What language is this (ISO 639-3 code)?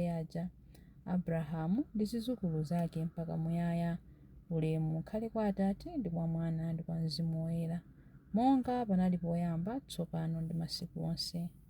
nya